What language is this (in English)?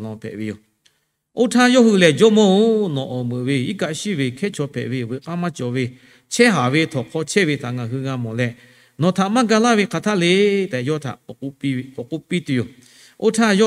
Lahu